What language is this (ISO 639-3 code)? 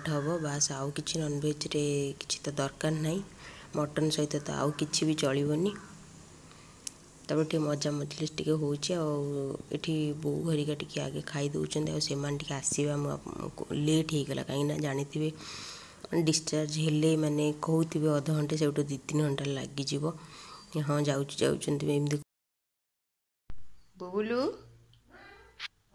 ori